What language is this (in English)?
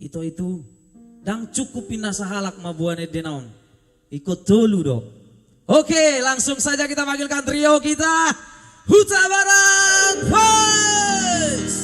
Batak Toba